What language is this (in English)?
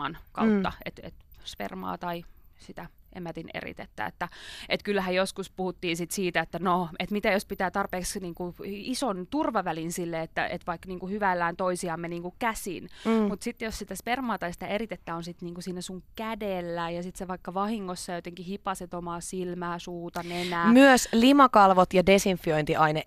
Finnish